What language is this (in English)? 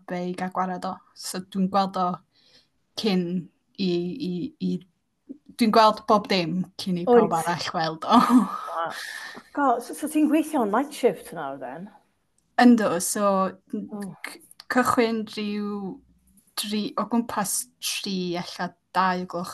Welsh